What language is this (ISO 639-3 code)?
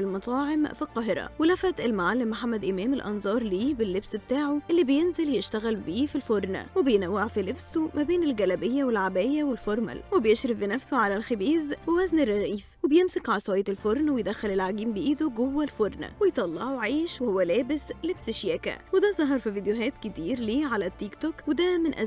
arz